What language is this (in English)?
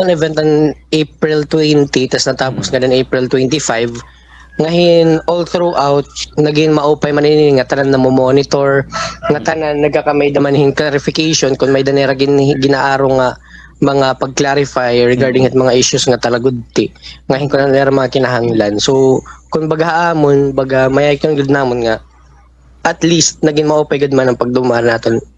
Waray